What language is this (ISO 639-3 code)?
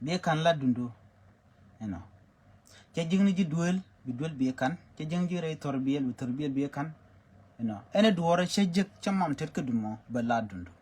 nus